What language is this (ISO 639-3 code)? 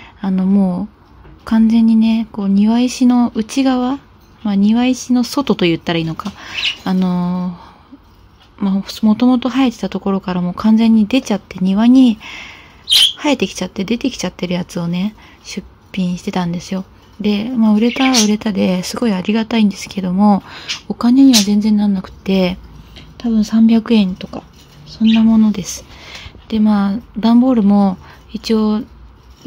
jpn